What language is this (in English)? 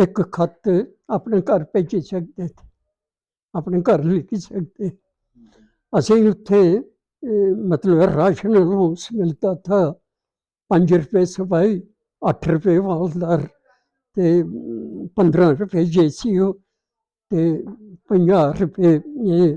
Dogri